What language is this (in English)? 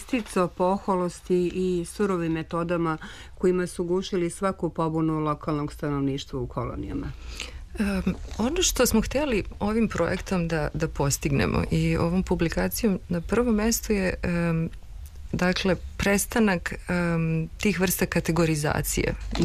Serbian